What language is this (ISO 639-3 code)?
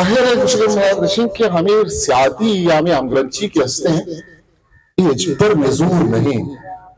bal